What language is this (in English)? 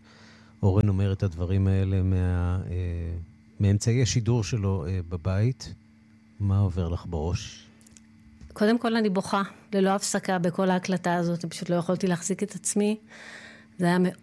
Hebrew